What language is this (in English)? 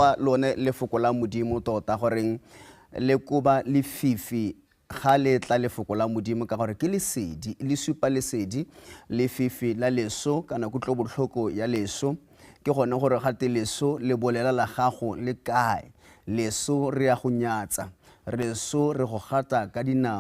Tswana